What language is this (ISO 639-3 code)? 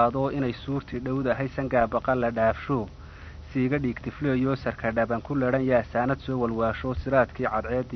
som